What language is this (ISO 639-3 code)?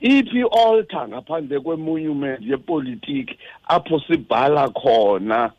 xho